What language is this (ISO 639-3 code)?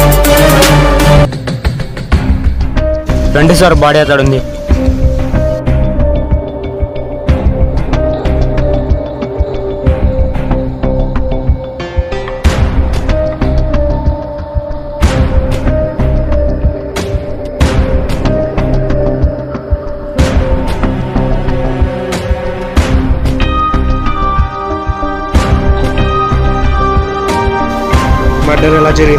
tel